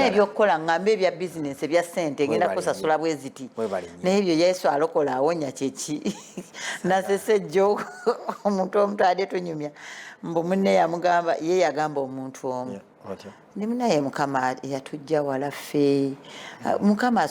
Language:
Ganda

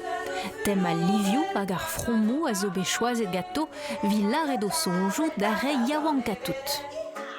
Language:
Breton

